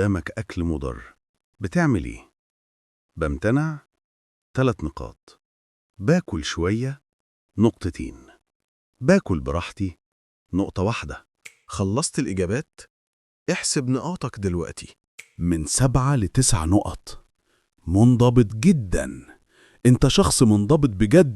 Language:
Egyptian Arabic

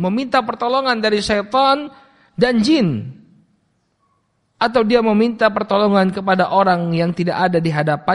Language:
Indonesian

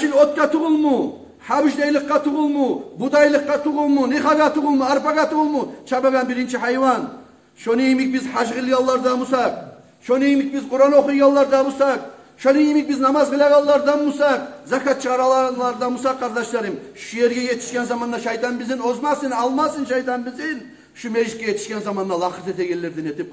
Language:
Kumyk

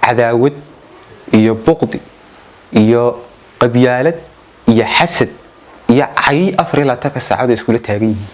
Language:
Somali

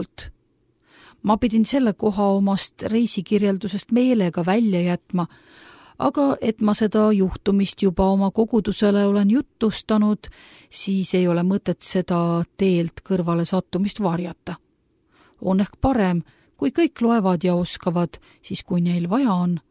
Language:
Estonian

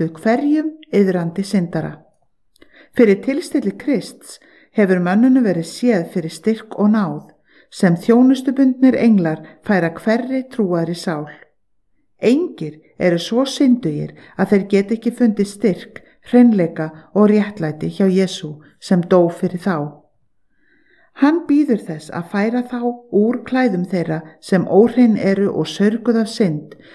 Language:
Icelandic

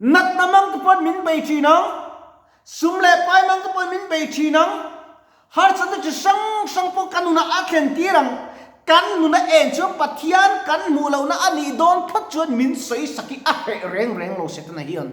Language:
Mizo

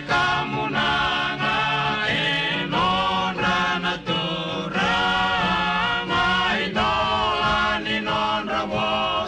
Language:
Fijian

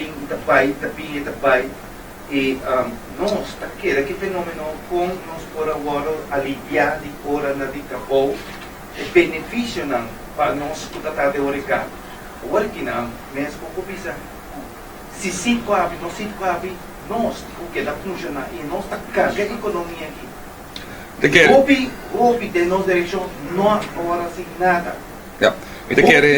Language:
Papiamento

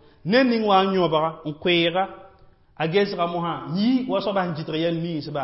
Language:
Mossi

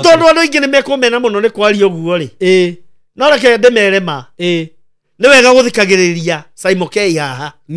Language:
Kikuyu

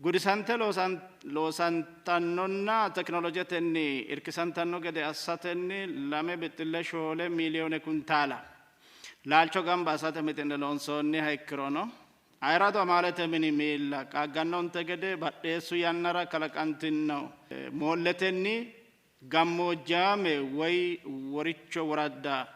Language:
Sidamo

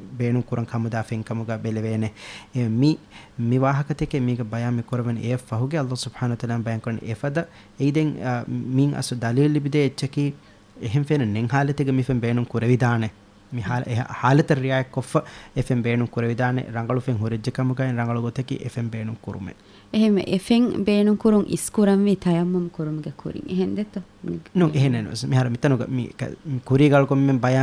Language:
Divehi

